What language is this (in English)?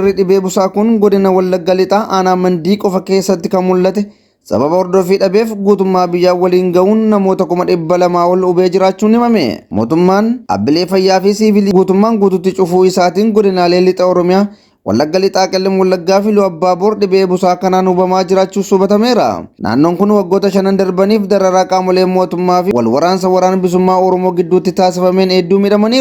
Oromo